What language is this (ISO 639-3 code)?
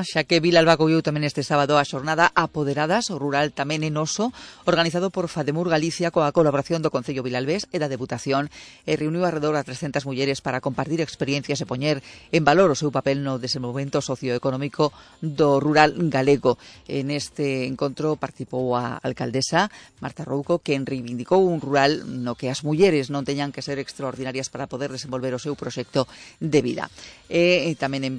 glg